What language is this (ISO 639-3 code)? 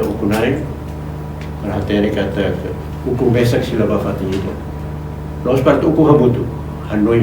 tet